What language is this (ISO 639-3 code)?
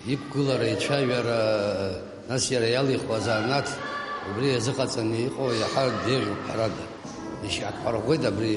abk